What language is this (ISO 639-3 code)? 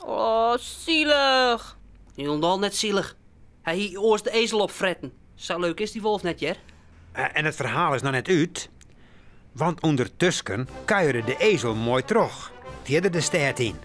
fry